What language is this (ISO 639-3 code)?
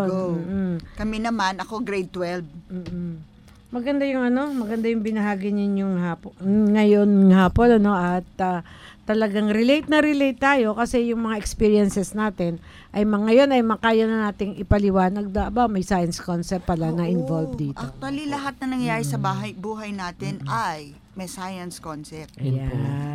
fil